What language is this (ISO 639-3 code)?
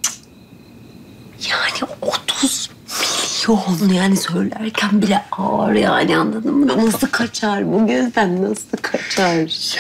tur